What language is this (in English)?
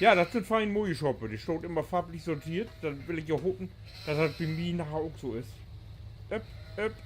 Low German